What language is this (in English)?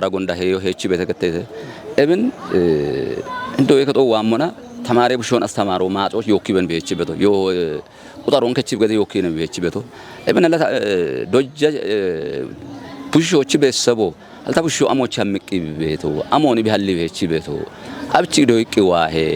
Kafa